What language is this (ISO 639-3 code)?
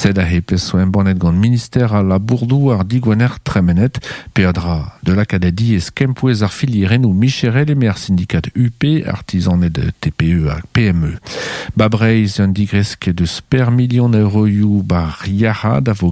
bre